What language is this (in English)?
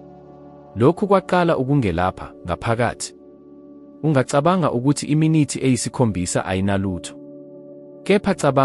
Zulu